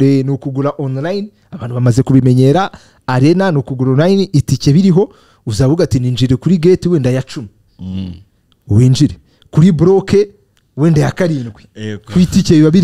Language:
Kinyarwanda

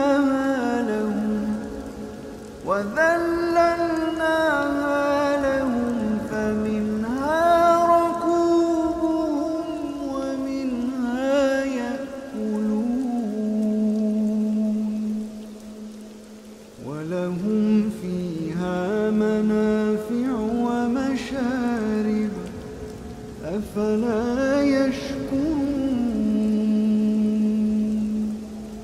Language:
Arabic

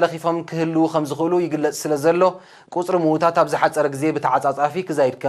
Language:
Tigrinya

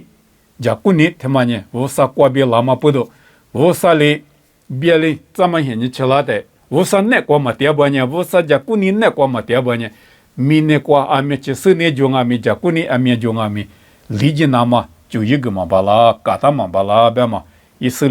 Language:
Lisu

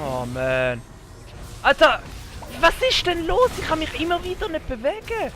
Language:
Swiss German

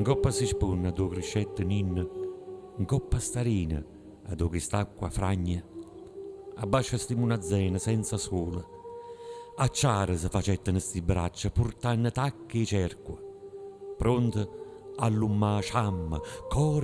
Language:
Neapolitan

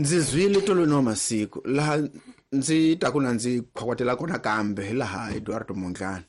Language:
Tsonga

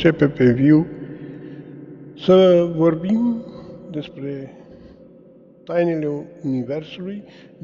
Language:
Romanian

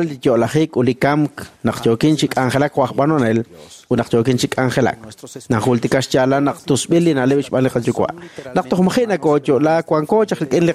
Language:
Kekchí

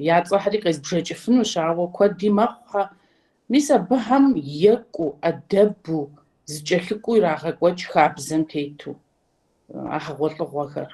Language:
Kabardian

